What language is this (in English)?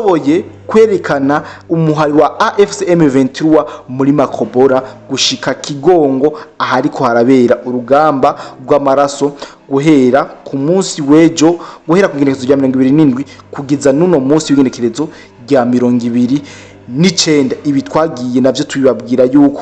Rundi